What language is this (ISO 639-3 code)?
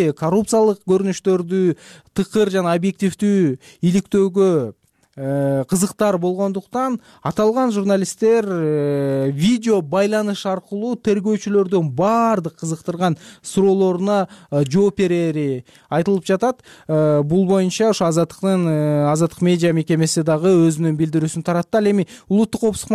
kir